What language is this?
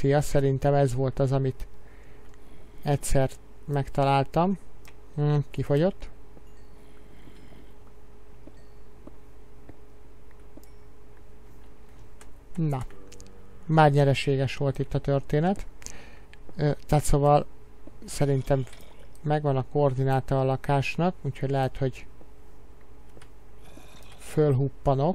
Hungarian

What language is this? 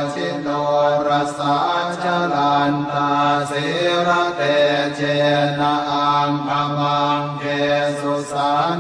Pali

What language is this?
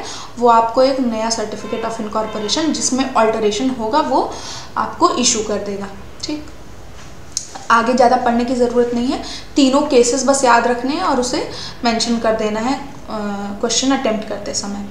Hindi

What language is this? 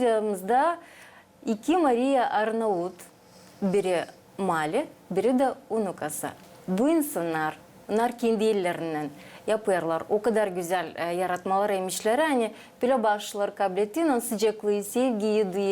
Gagauz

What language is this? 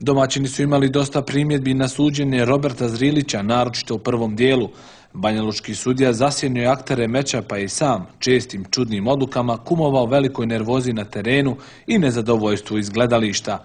Bosnian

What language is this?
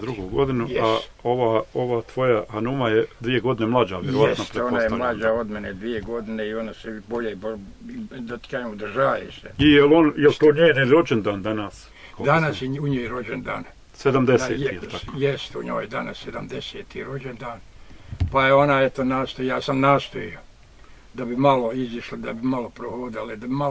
Bosnian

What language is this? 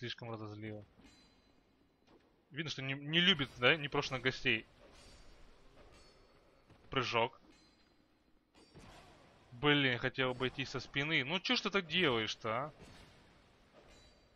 Russian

